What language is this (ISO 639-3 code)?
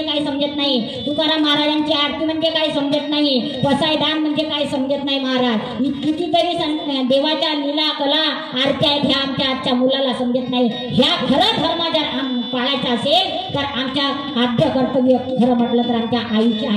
mar